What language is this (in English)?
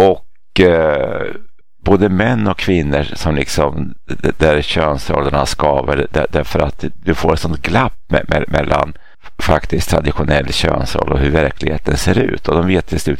Swedish